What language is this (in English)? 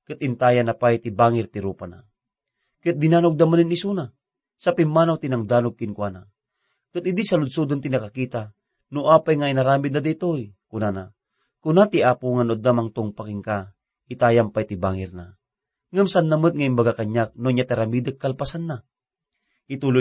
Iloko